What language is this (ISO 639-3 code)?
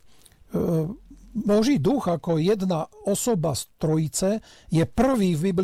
slk